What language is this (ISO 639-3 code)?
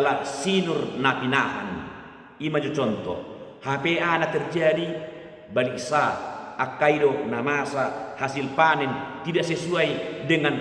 bbc